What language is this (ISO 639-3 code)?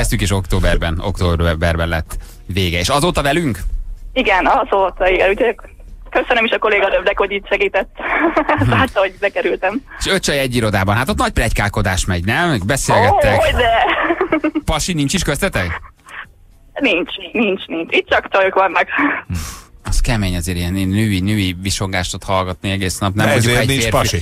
hun